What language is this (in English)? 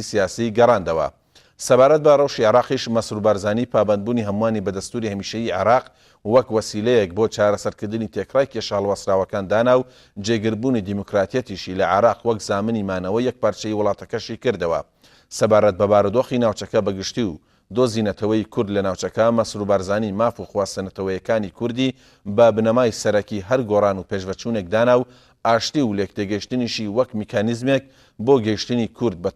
Central Kurdish